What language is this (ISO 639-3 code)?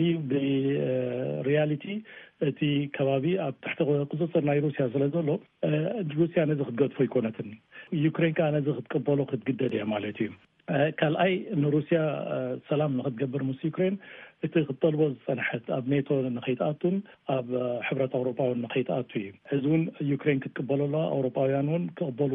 tir